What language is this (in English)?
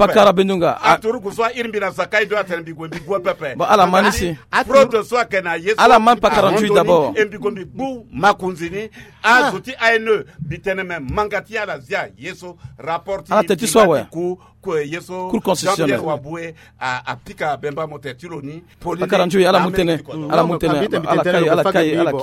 Sango